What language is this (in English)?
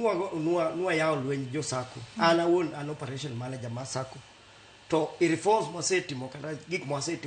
Luo (Kenya and Tanzania)